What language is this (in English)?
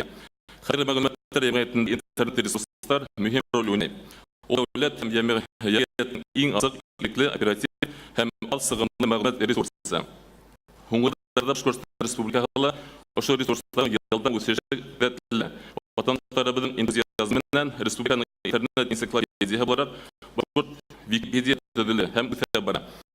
Bashkir